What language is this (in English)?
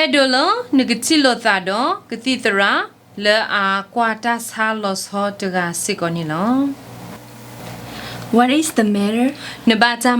S'gaw Karen